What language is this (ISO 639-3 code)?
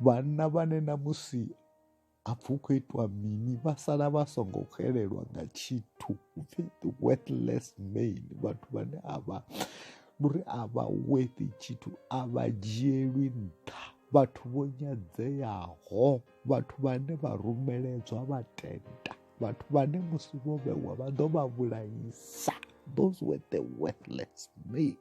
ven